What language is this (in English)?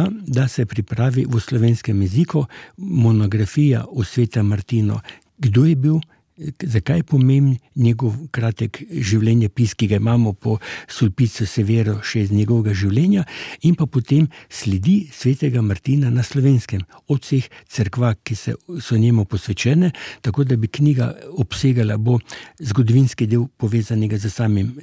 Slovenian